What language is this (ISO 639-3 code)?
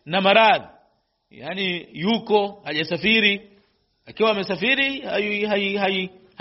swa